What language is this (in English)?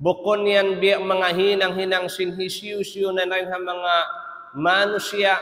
Tausug